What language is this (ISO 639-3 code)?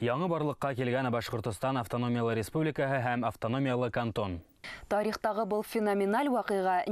bak